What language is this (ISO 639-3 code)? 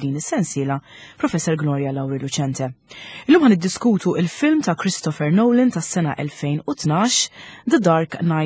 mlt